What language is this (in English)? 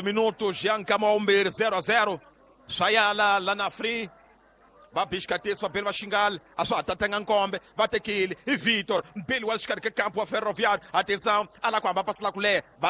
Tsonga